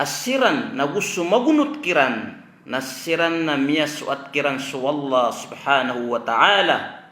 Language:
Maranao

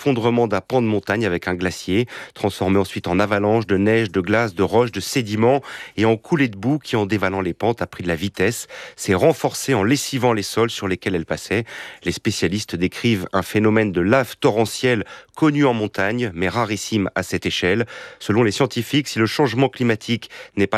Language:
French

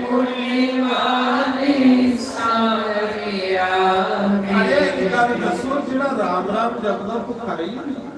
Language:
Dogri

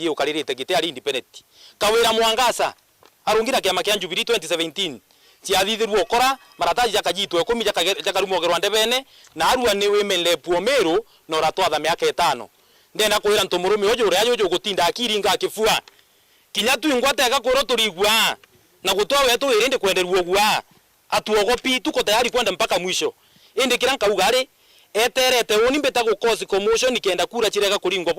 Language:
Meru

